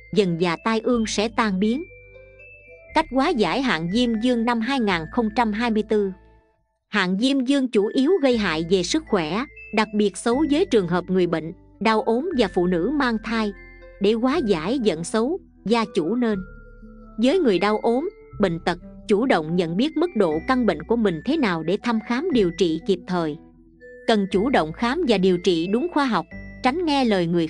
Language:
Vietnamese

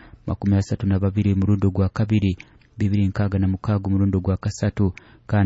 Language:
Nyoro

